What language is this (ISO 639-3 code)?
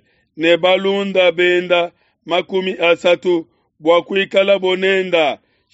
lua